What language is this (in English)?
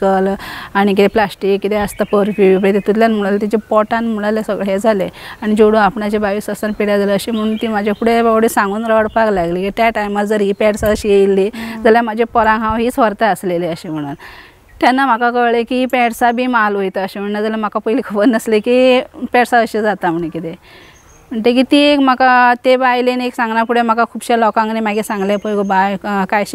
Konkani